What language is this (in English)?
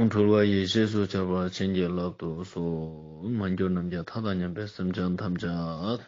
Ladakhi